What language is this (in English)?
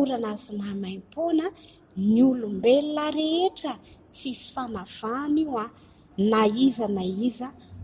Malagasy